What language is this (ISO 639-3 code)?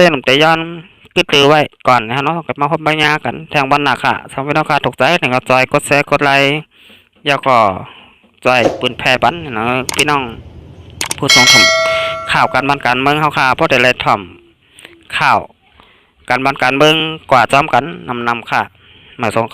shn